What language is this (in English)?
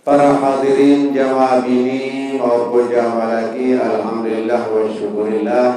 Sasak